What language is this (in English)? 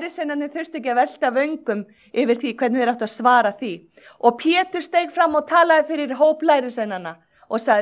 Icelandic